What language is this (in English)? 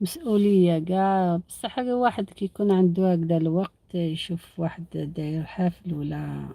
Algerian Arabic